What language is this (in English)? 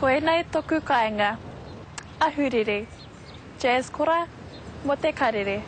Māori